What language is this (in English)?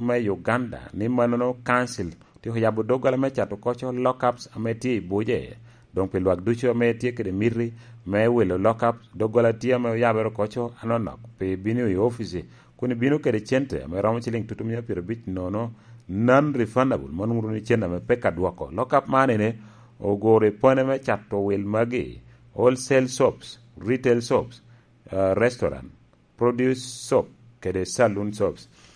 Lango (Uganda)